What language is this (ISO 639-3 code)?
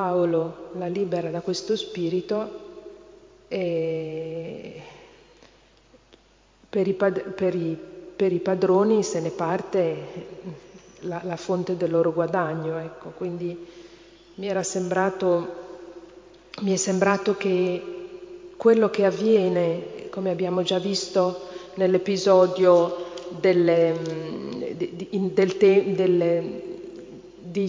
ita